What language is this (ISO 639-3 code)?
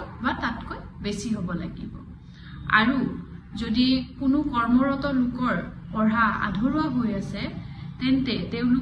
asm